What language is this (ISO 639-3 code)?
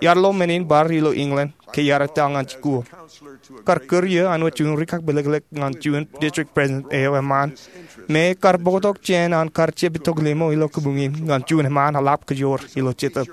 mah